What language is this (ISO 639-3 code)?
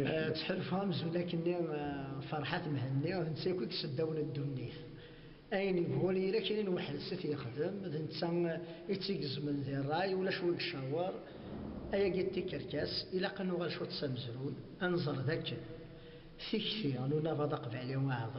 kab